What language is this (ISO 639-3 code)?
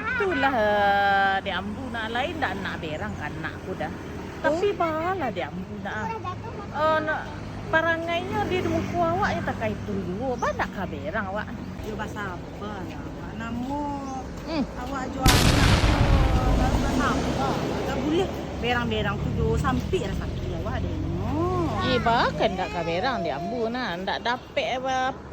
min